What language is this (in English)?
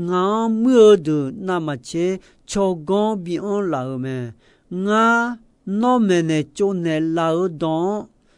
Akha